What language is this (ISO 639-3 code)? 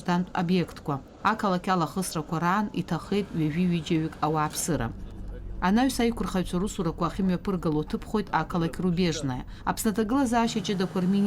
abk